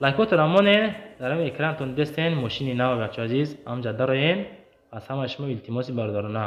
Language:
Tajik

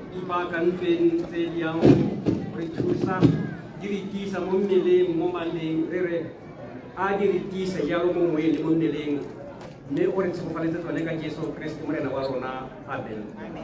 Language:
Tswana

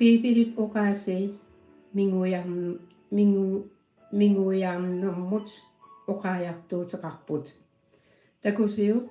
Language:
Kalaallisut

